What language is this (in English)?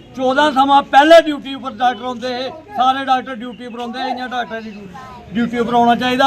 Dogri